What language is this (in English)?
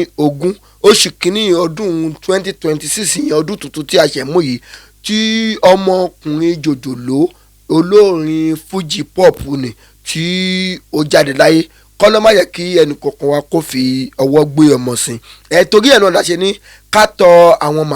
Yoruba